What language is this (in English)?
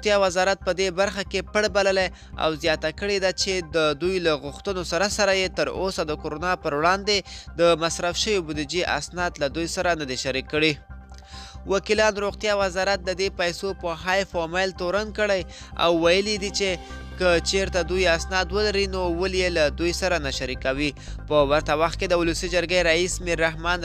Pashto